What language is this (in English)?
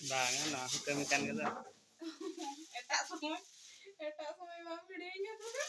Santali